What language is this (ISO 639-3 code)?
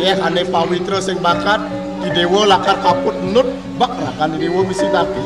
ban